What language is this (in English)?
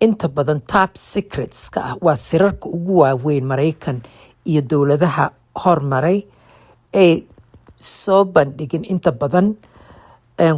Somali